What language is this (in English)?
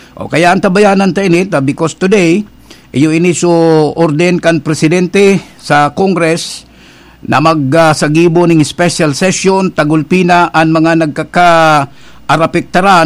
Bikol